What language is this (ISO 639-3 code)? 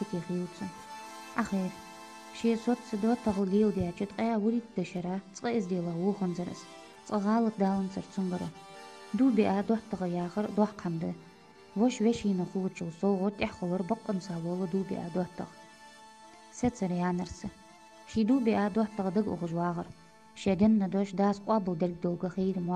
inh